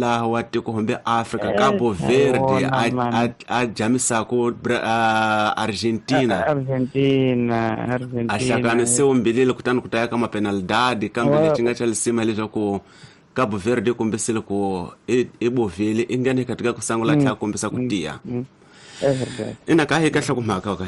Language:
Tsonga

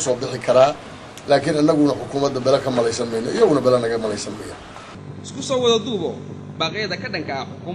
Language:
Somali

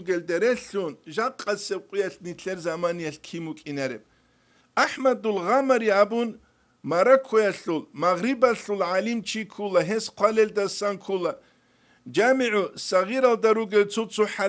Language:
Avaric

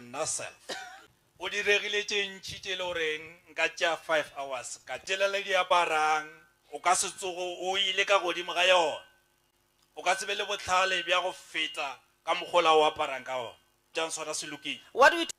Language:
Northern Sotho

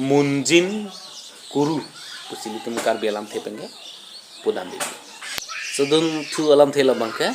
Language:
Karbi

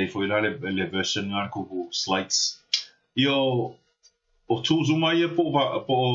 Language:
Samoan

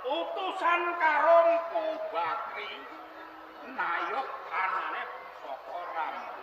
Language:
Javanese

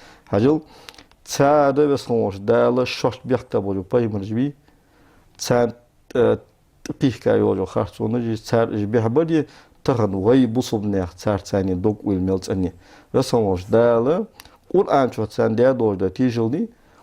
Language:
Ingush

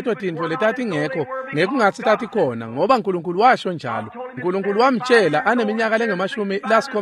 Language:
Swati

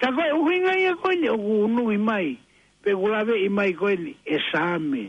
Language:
Tongan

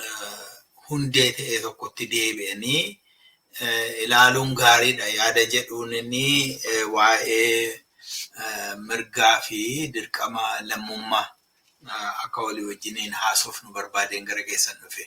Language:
Oromo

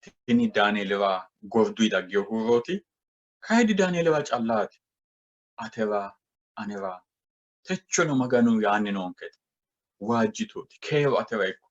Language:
Sidamo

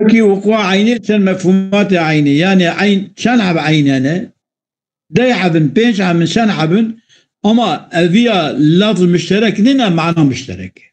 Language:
Kurdish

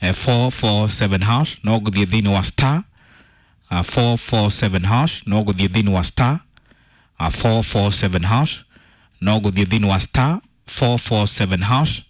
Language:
Kikuyu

